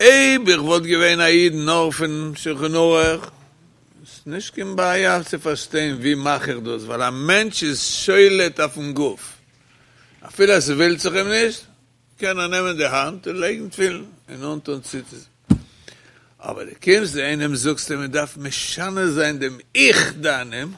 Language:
Yiddish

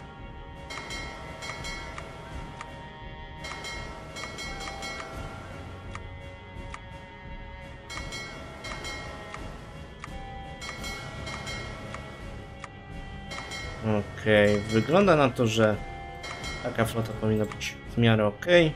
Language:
Polish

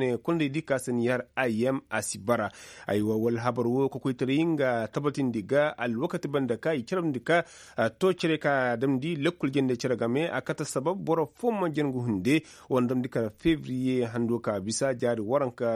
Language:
Koyraboro Senni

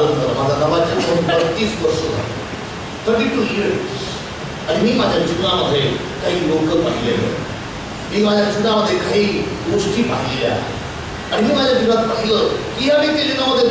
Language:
Marathi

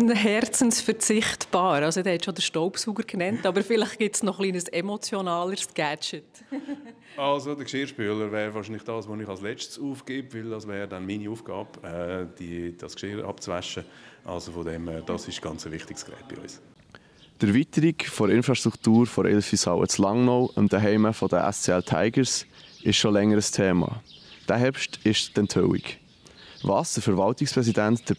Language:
Swiss German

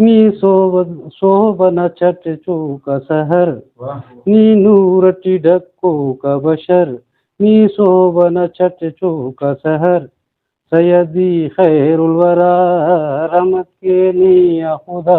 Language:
Brahui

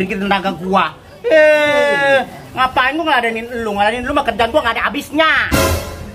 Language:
Betawi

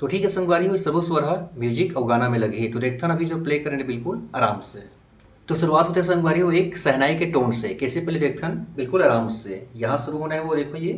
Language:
Chhattisgarhi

